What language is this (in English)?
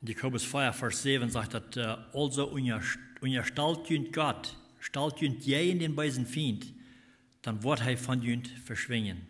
Plautdietsch